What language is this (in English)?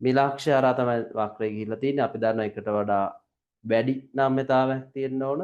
Sinhala